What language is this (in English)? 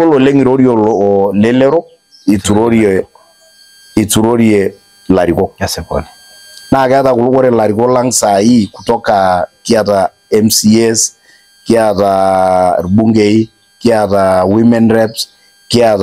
Masai